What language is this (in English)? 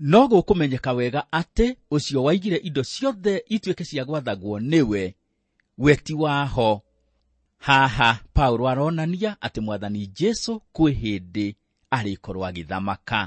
Kikuyu